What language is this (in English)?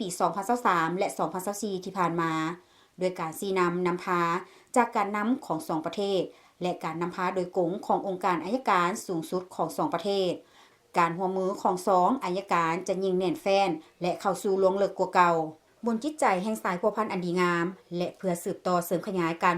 Lao